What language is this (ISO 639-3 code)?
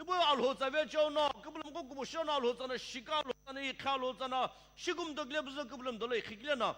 nsm